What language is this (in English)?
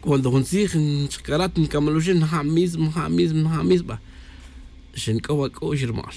Tz'utujil